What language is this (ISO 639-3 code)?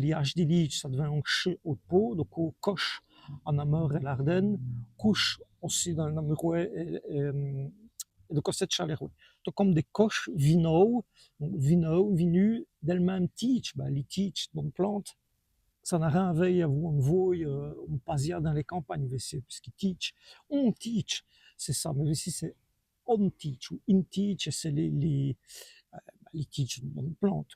wln